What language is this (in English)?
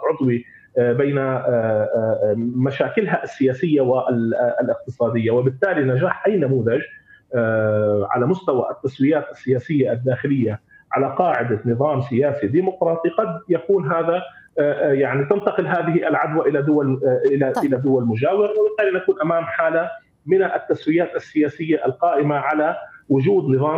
Arabic